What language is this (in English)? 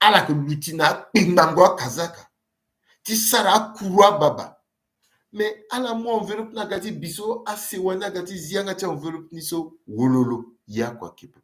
Sango